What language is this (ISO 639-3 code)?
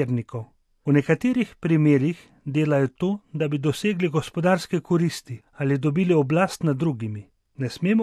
slv